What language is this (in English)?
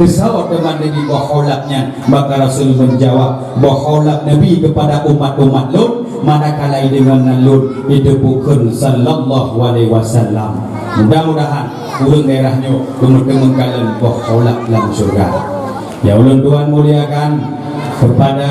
Achinese